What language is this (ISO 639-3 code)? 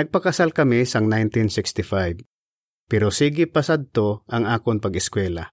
hil